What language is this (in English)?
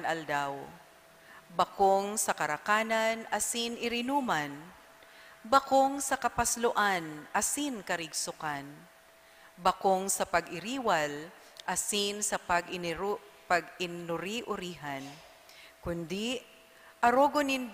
Bikol